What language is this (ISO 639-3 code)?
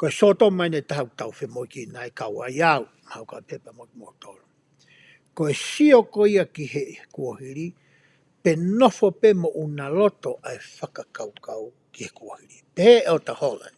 ton